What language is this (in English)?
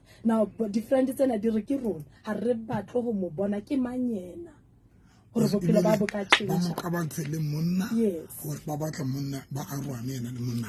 Southern Sotho